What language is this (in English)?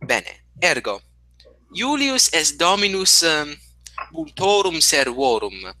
Latin